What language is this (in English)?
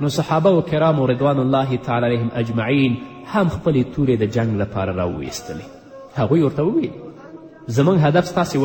Pashto